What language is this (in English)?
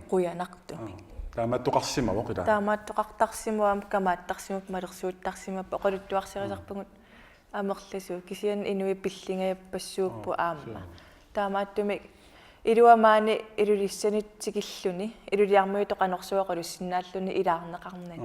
Kalaallisut